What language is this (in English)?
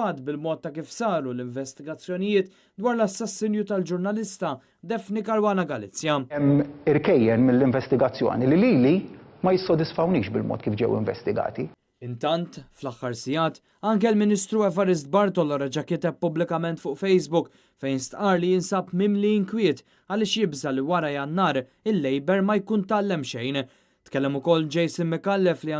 Maltese